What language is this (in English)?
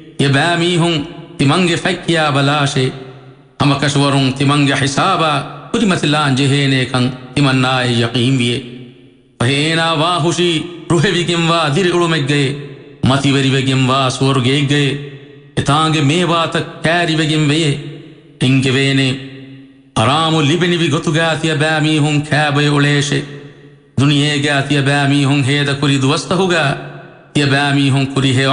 Divehi